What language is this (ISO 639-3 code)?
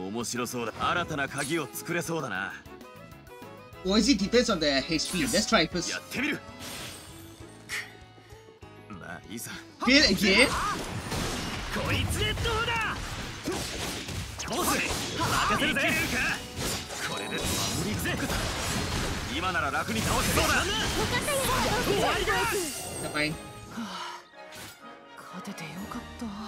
jpn